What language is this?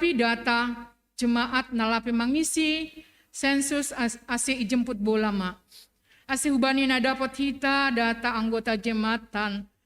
Batak Simalungun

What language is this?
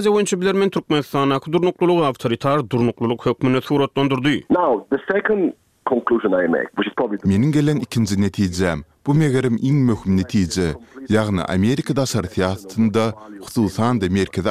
Turkmen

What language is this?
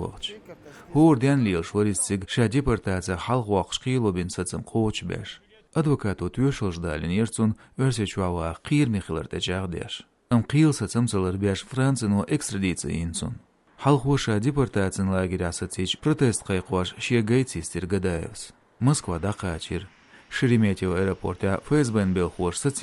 Chechen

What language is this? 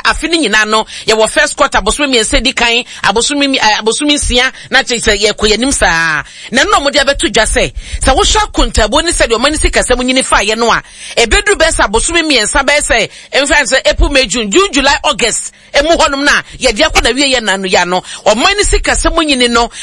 Akan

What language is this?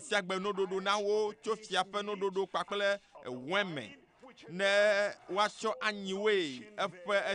Ewe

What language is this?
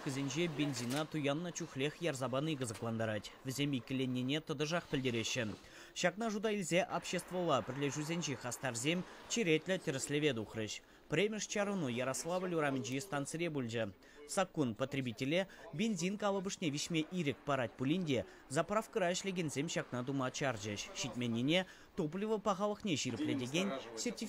Chuvash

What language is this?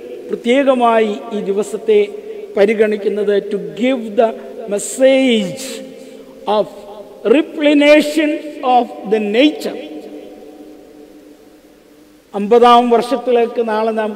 Malayalam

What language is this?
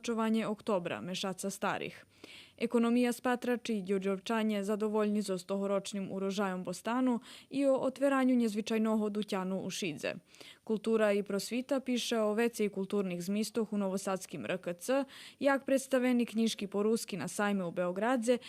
Rusyn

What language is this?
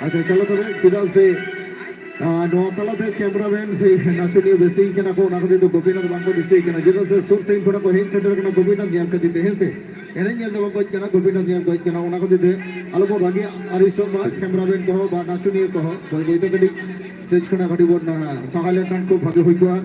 Santali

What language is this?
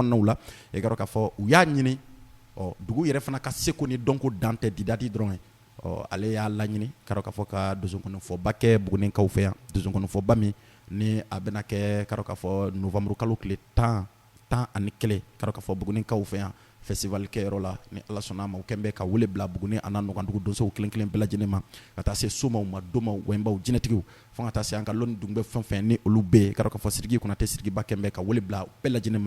Bambara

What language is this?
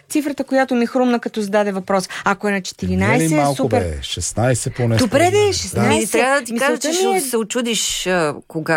Bulgarian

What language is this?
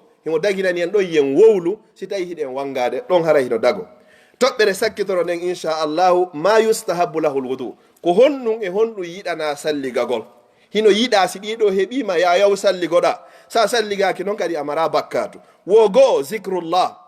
Fula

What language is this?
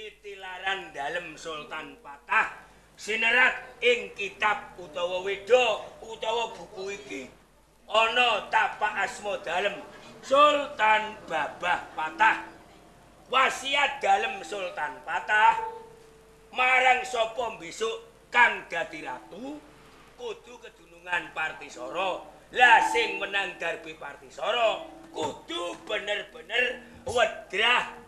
Javanese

